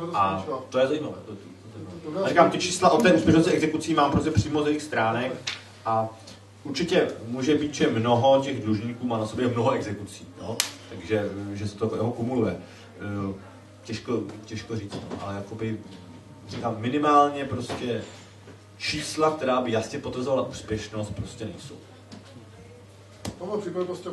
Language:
Czech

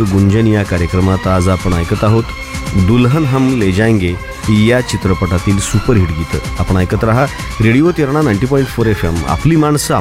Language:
Marathi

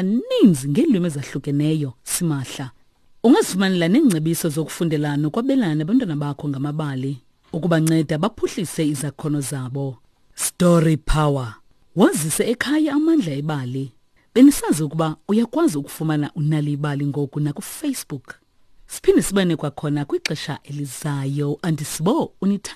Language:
Xhosa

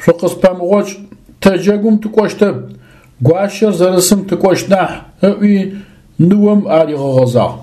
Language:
Adyghe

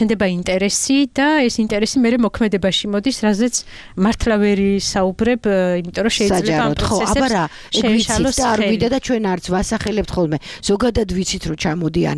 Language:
Georgian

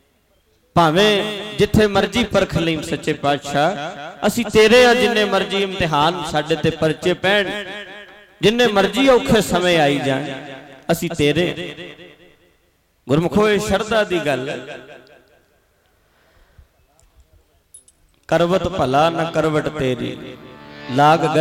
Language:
Punjabi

